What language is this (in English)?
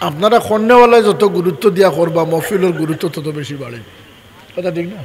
Sylheti